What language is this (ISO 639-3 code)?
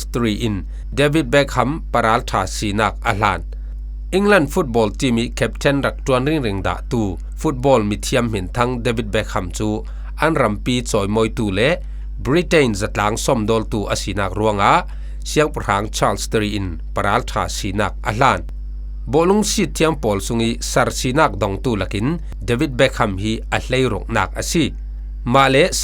cfm